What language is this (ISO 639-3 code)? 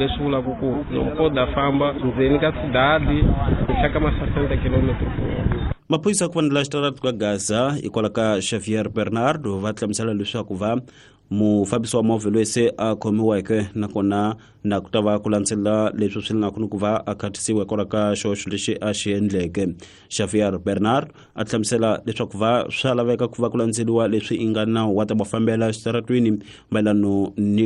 tso